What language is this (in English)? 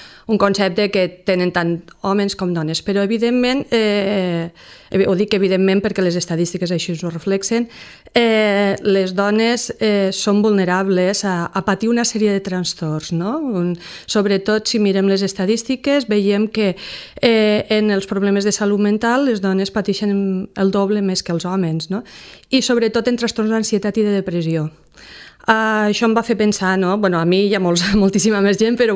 Catalan